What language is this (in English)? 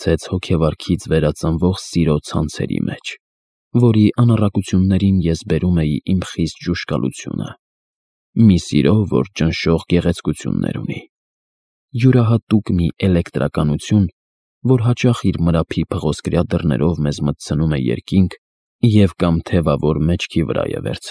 Armenian